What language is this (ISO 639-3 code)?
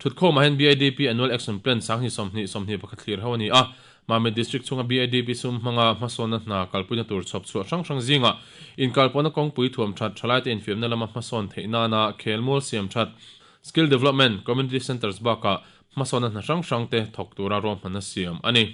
lus